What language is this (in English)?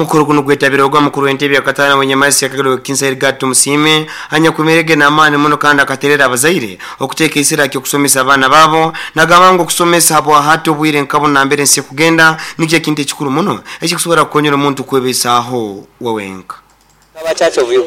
Nyoro